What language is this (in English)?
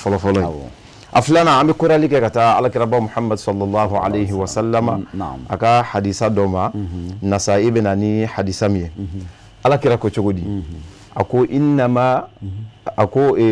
Bambara